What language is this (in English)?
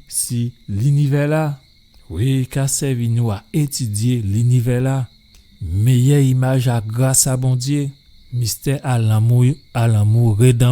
Guadeloupean Creole French